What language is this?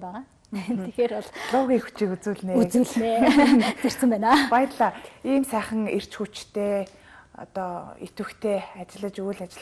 Mongolian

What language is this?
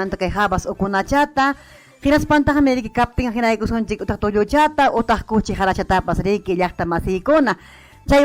Ayacucho Quechua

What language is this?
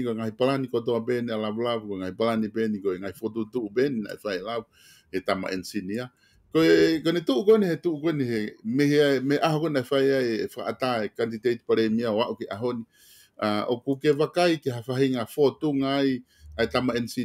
Tongan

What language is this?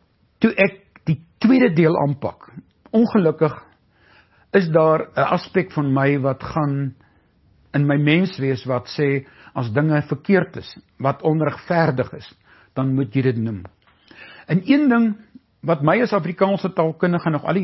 Afrikaans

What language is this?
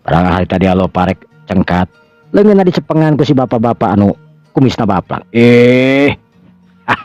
Sundanese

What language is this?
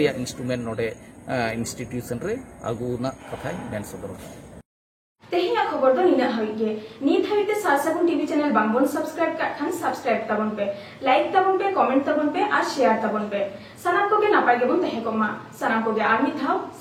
Santali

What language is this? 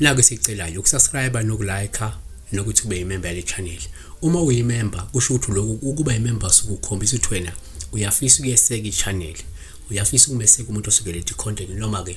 Zulu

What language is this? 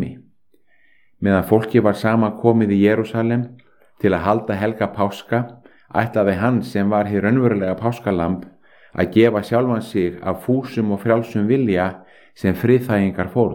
Icelandic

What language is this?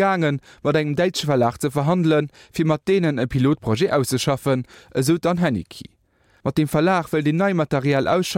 Luxembourgish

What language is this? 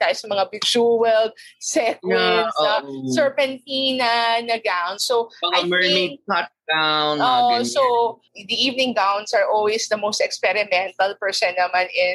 Filipino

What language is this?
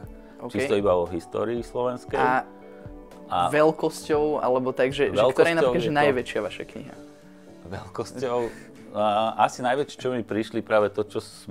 Slovak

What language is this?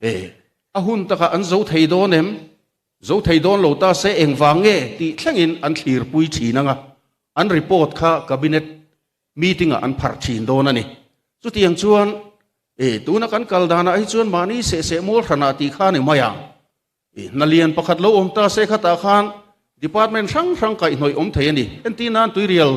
Mizo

